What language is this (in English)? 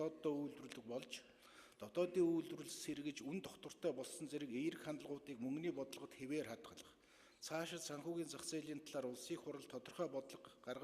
Mongolian